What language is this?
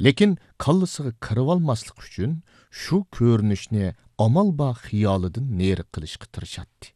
Uyghur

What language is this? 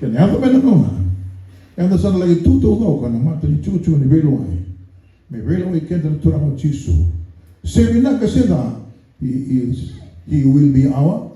Fijian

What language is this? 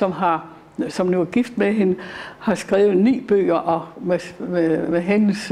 Danish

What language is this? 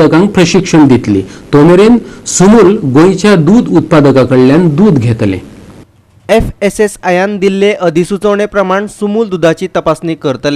Konkani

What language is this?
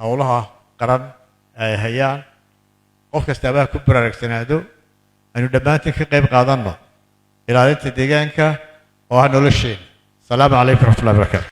Somali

